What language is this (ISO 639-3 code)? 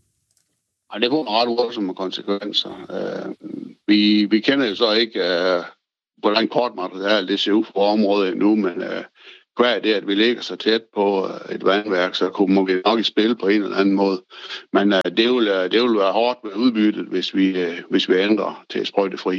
dan